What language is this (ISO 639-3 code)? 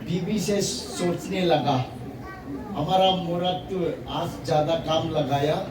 hmr